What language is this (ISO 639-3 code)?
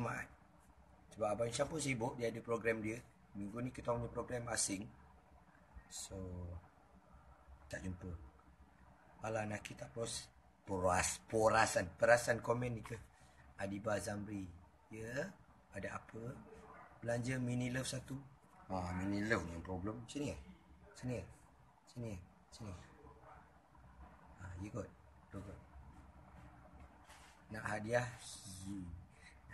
msa